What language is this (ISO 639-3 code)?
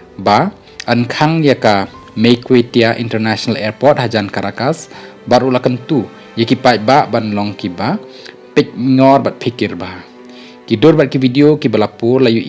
kha